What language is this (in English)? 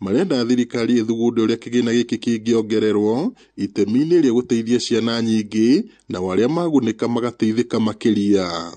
Kikuyu